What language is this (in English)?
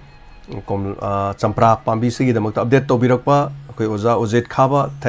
Manipuri